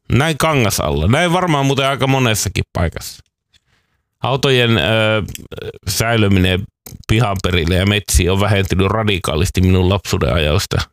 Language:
Finnish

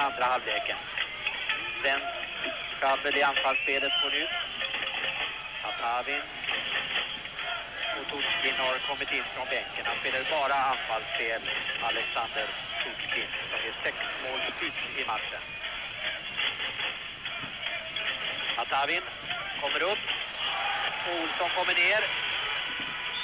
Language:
Swedish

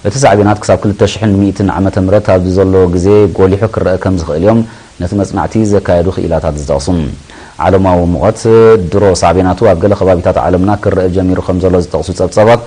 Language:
Tigrinya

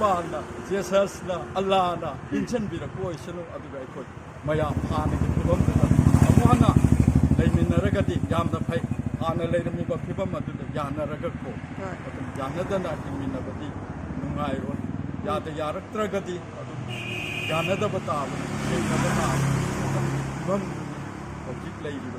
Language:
Manipuri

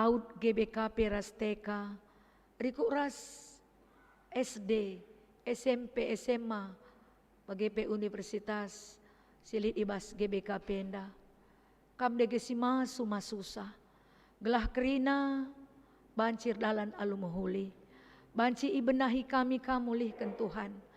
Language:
Batak Karo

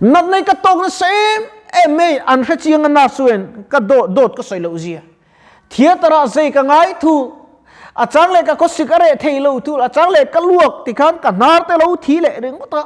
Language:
Mizo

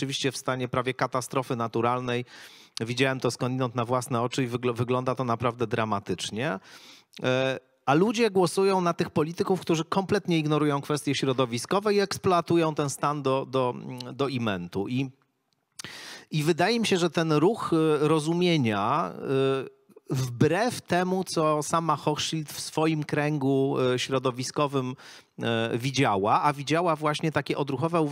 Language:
Polish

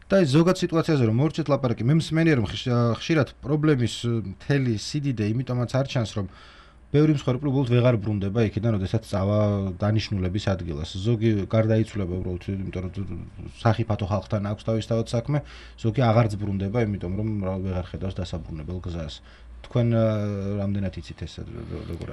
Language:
Georgian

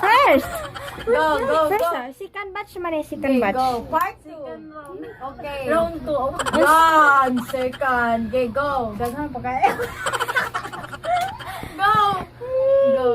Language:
Cebuano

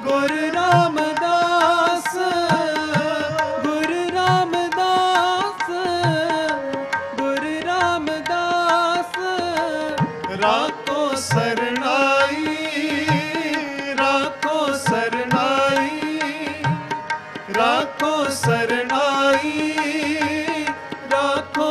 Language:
Punjabi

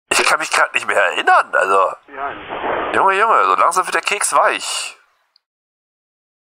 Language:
German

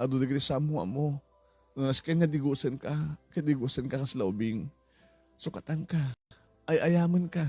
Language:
Iloko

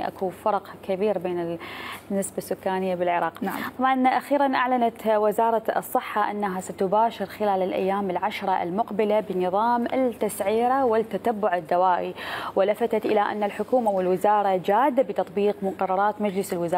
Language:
Mesopotamian Arabic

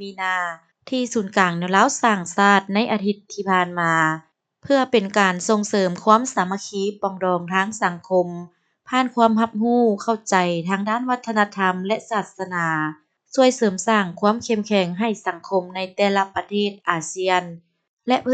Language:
Lao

